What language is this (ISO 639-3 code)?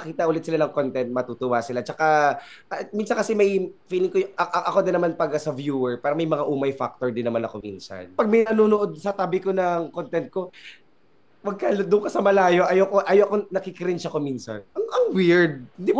fil